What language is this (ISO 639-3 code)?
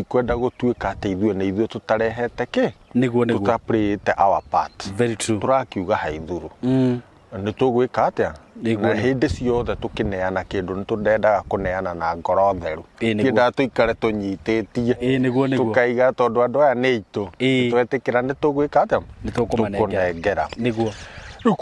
kik